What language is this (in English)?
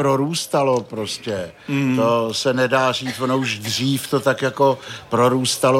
Czech